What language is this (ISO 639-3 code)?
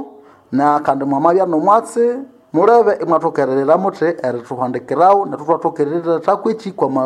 nnb